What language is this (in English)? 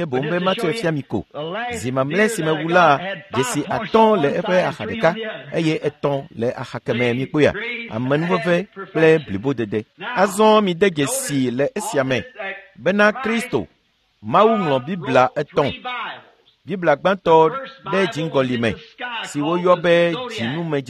Ewe